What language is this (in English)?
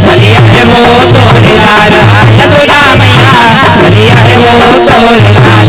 Chhattisgarhi